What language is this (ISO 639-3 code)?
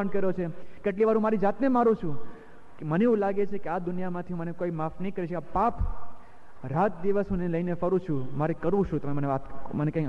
guj